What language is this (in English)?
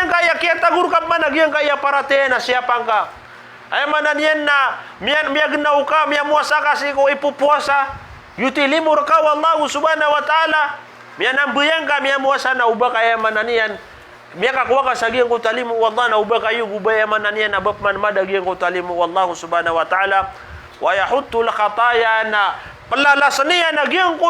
Maranao